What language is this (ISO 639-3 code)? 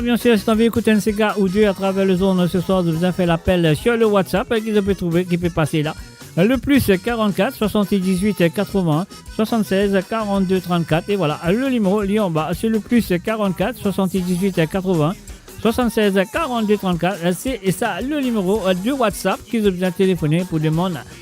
mfe